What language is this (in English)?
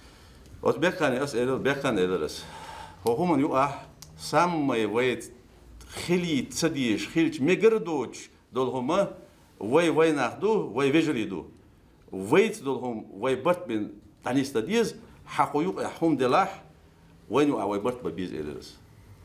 Chechen